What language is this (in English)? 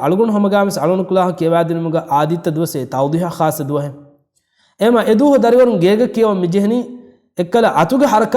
Divehi